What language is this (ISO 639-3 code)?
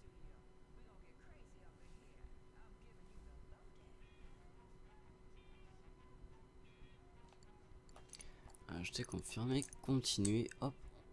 fra